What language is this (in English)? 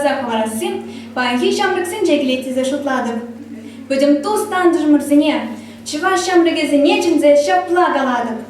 Chuvash